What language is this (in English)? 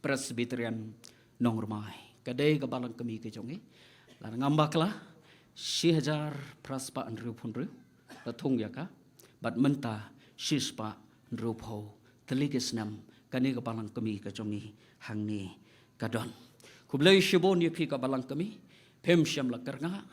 Khasi